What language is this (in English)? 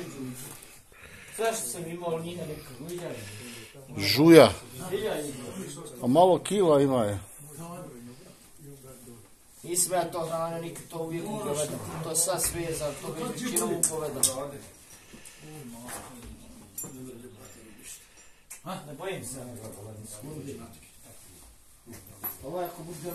Bosnian